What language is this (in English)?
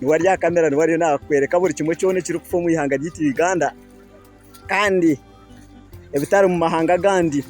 Nyankole